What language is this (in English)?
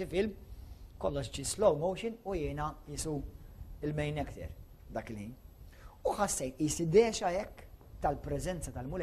Maltese